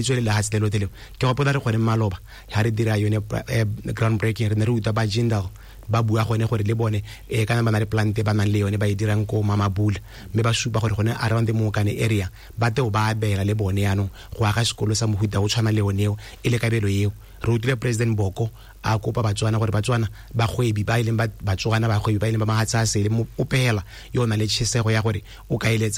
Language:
Tswana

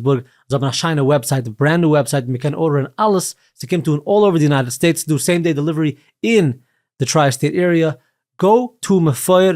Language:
Yiddish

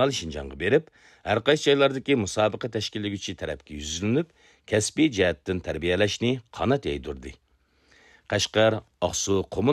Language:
Uyghur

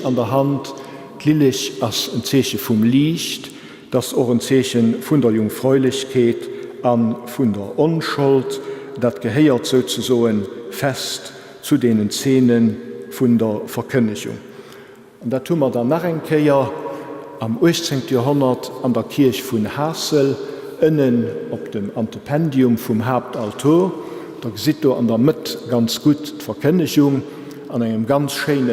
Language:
Luxembourgish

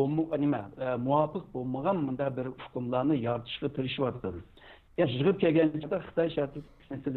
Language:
Uyghur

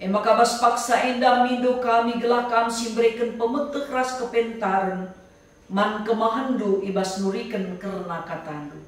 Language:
Batak Karo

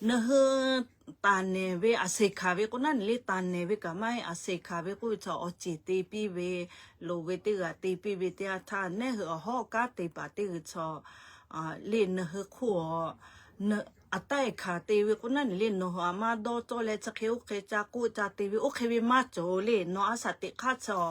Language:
Lahu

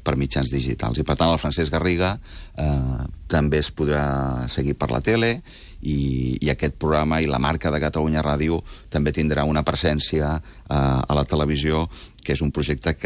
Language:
Catalan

